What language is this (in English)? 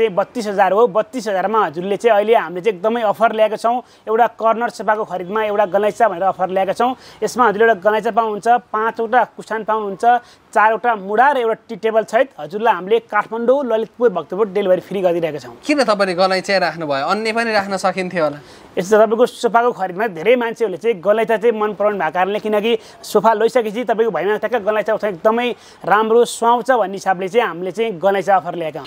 Nepali